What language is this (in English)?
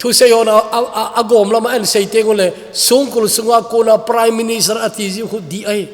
Thado Chin